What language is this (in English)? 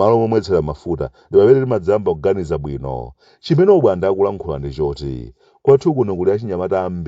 Nyanja